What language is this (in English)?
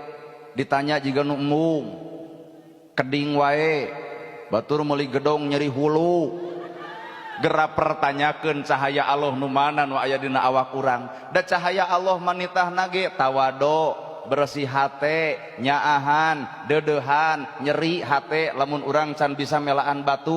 Sundanese